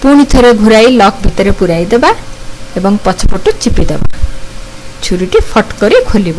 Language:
Odia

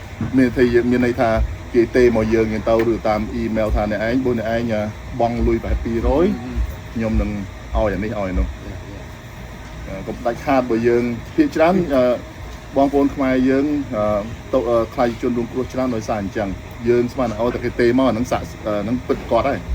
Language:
Khmer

